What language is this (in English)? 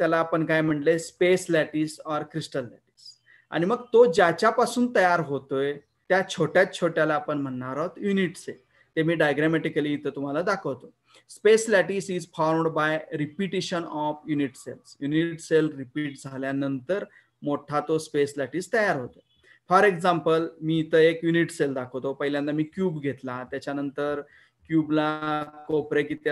Marathi